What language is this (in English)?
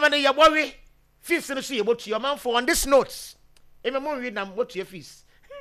Akan